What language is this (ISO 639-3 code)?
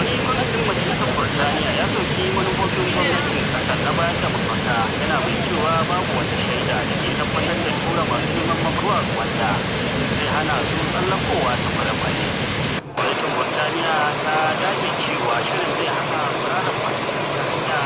hau